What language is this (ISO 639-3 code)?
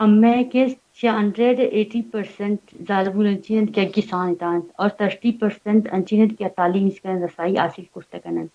bal